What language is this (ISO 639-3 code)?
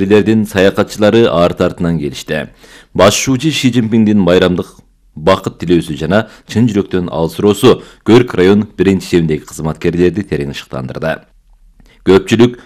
kir